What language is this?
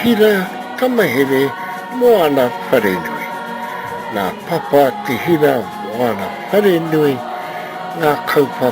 Māori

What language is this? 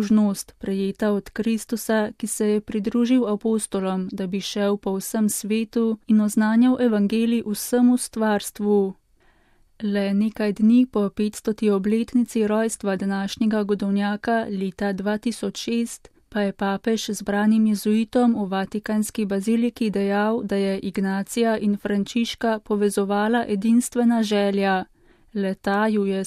Slovenian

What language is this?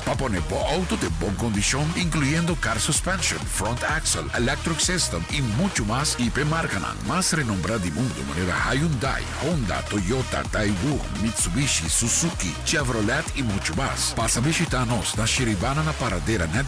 Papiamento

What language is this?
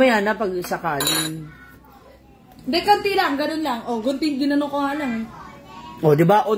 Filipino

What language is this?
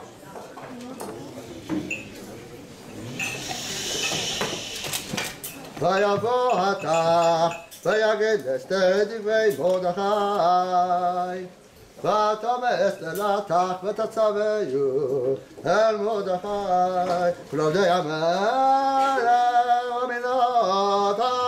Hebrew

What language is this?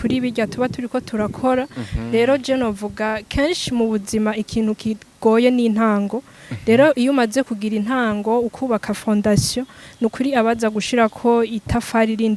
Rundi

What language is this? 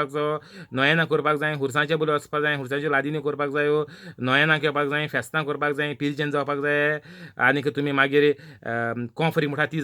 Konkani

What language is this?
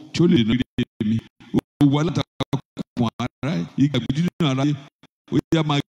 Yoruba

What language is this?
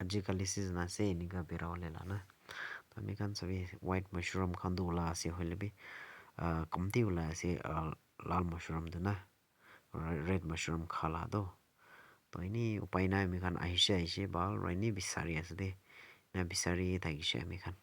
Naga Pidgin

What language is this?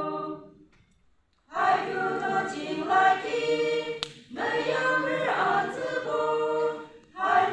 Yimchungru Naga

